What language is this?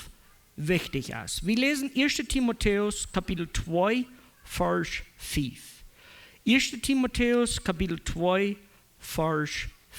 Plautdietsch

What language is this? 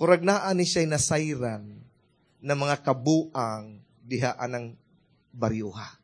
Cebuano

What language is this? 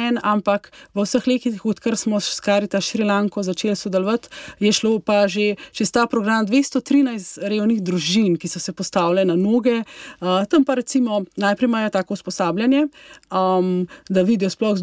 Slovenian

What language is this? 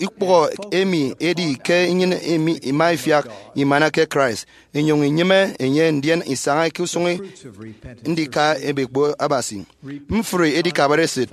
Efik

